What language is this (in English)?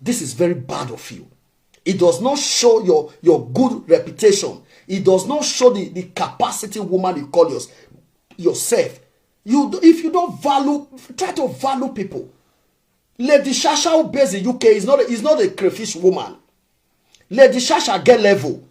Nigerian Pidgin